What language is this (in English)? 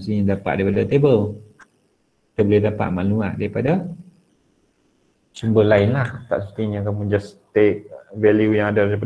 Malay